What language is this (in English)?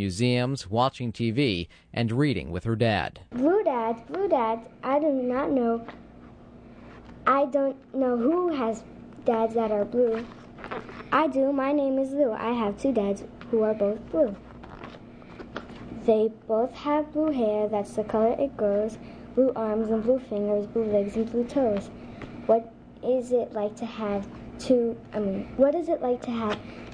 English